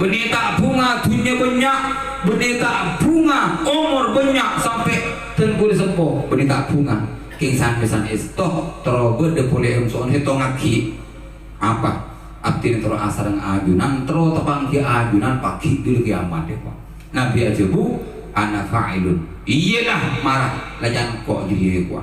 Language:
Madurese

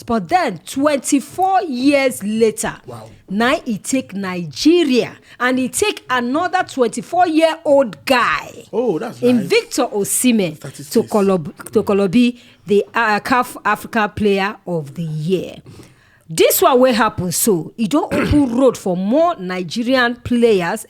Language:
Nigerian Pidgin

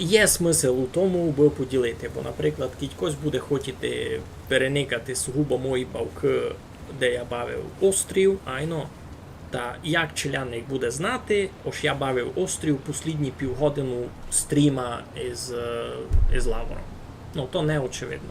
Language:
Rusyn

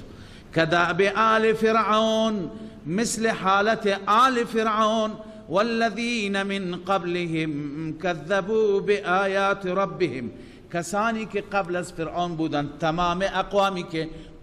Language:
Persian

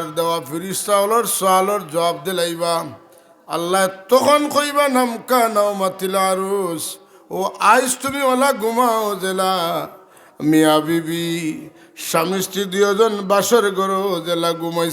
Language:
Sylheti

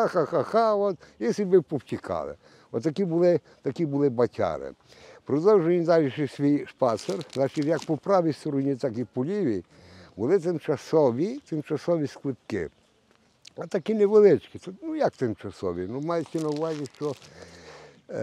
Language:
Ukrainian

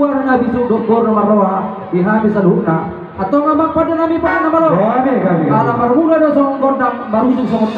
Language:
Batak Toba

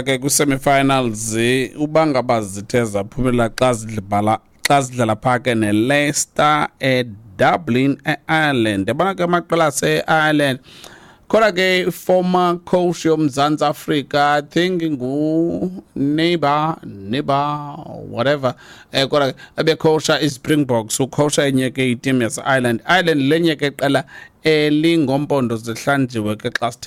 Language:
Xhosa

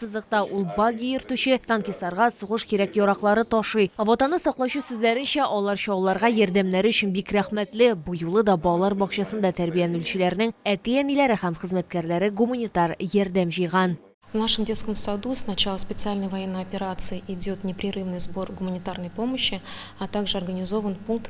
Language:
Tatar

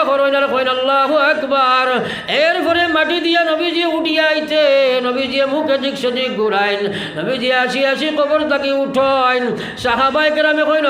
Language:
Sylheti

